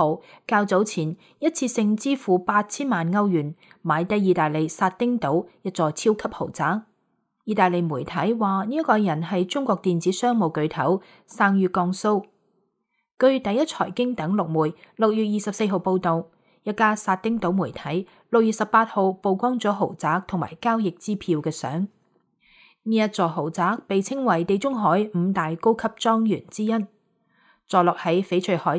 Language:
Cantonese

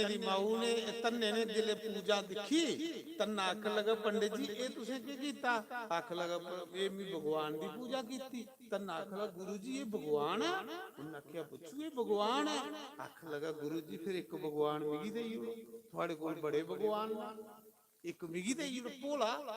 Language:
Dogri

